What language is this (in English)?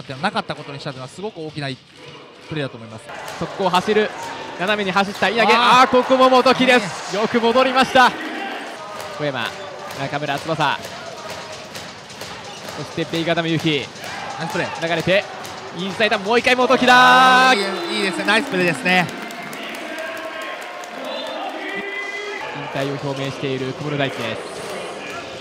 Japanese